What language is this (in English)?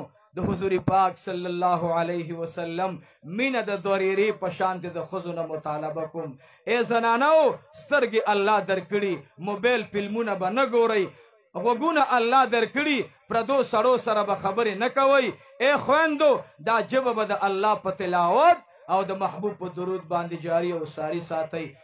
Pashto